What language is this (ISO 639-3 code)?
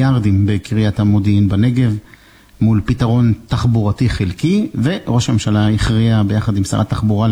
heb